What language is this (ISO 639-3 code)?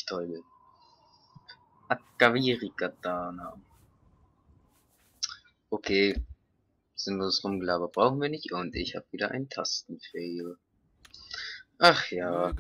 deu